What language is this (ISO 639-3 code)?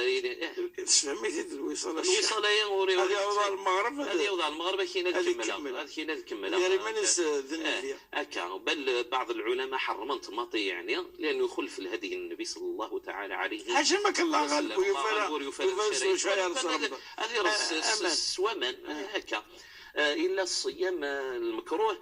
ary